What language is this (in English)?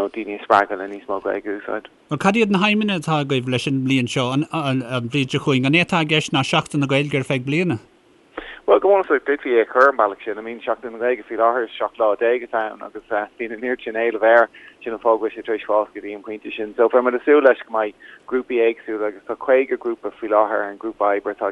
Irish